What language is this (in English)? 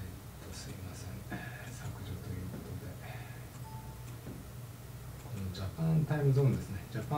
Japanese